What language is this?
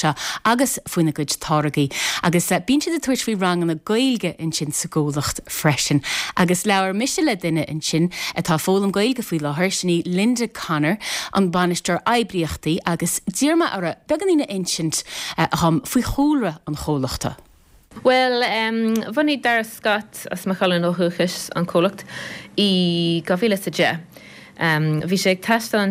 Irish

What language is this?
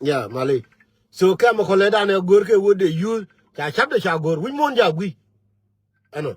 Nuer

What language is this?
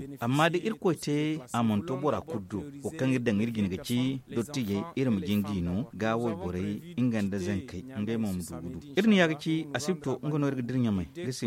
Zarma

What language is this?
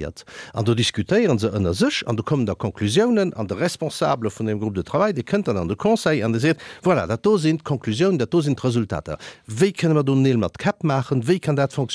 Luxembourgish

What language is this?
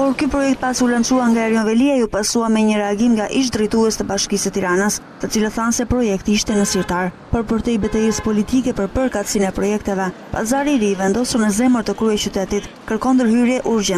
Albanian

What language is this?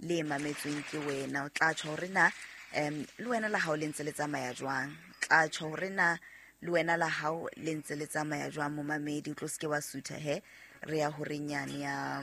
Southern Sotho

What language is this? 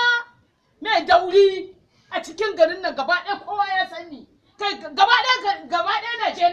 Hausa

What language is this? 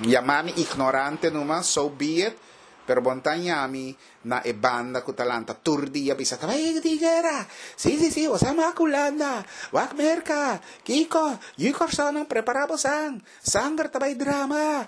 Papiamento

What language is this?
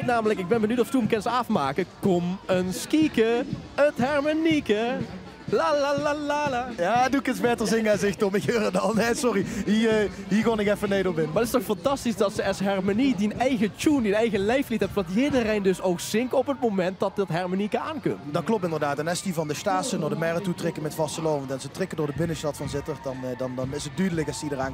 Limburgish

